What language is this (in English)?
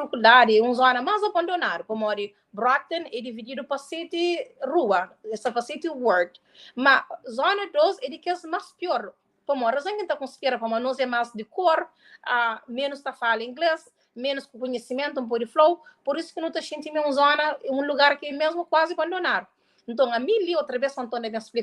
Kabuverdianu